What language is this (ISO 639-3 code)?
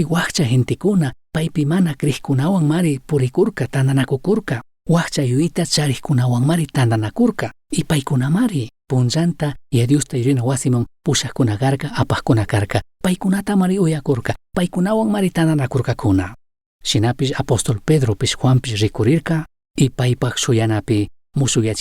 qug